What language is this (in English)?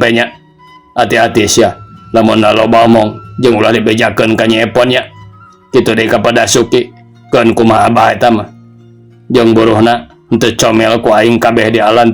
Sundanese